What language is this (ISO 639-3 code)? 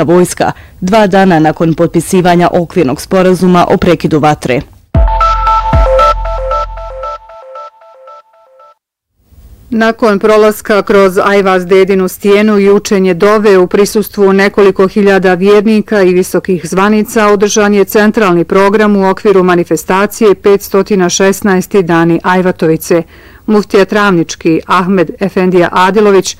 bos